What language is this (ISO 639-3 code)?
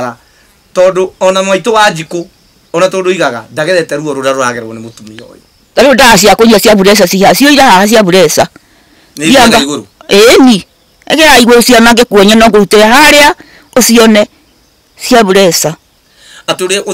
kik